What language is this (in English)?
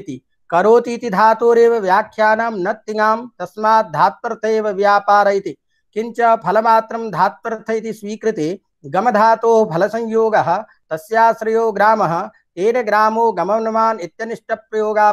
Sanskrit